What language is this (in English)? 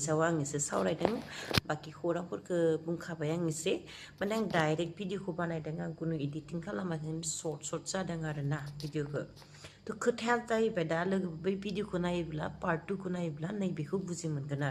Bodo